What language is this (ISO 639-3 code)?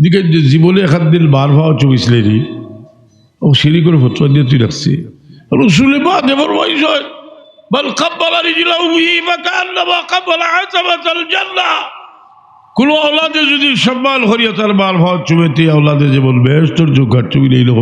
syl